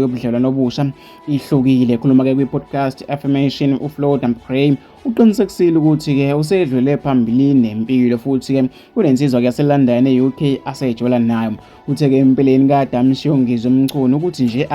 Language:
Zulu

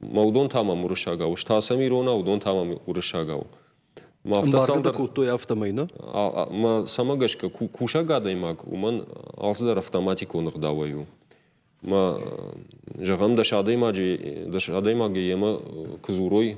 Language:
Ossetic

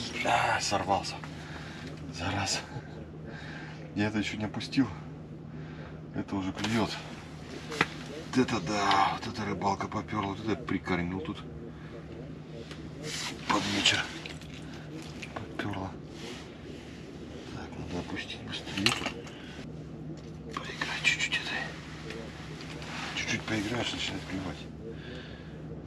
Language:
Russian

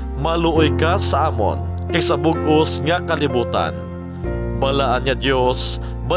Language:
Hiligaynon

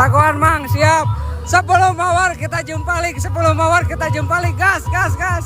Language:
Sundanese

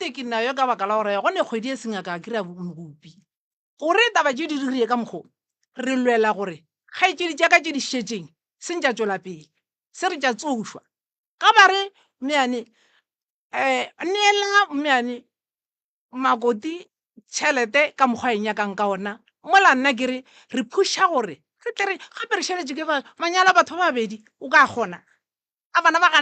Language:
Northern Sotho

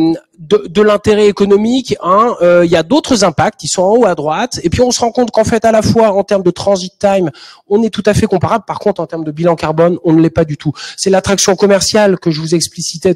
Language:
French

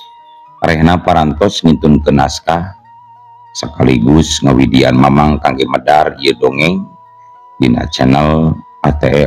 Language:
Sundanese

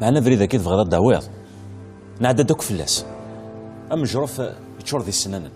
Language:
Kabyle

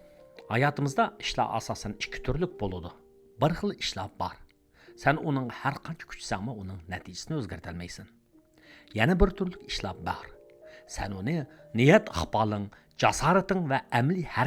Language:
Uyghur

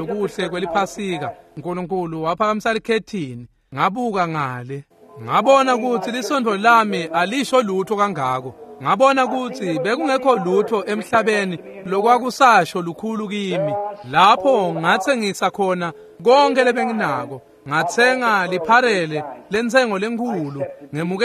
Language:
Swati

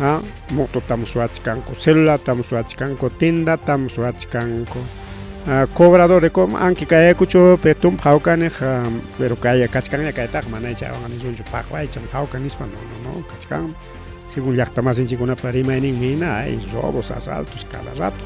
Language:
Ayacucho Quechua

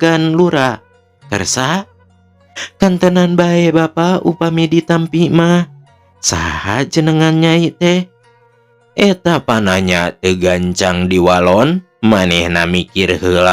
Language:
Sundanese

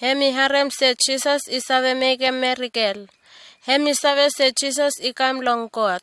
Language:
Bislama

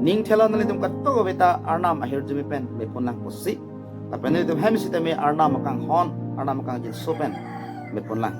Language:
Karbi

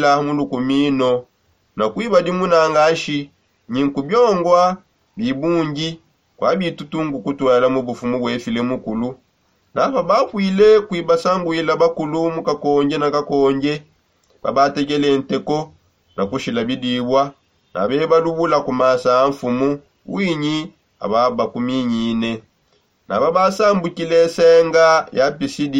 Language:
Songe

